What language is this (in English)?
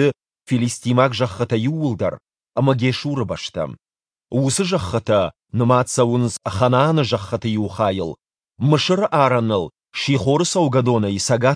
Ossetic